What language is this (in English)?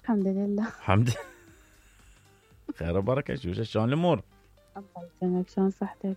Mesopotamian Arabic